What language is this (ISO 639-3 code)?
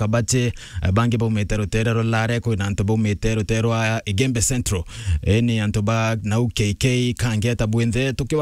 mer